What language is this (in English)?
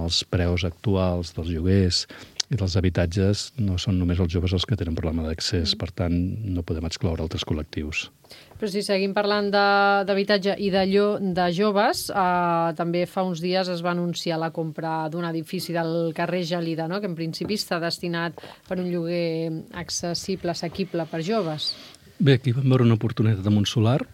Catalan